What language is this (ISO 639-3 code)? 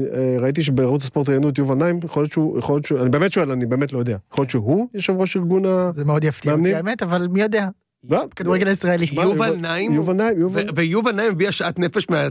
heb